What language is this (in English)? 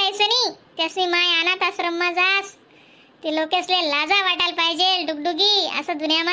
Khandesi